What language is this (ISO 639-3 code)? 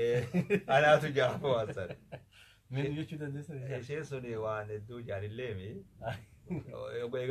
orm